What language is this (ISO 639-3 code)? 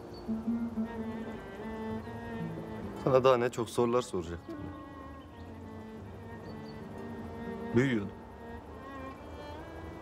tur